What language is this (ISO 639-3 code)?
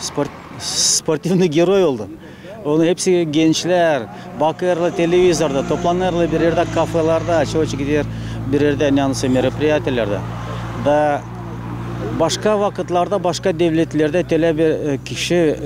gag